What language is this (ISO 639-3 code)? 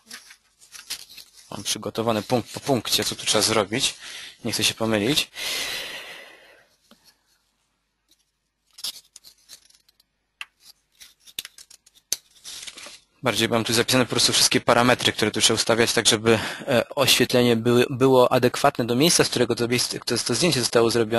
pol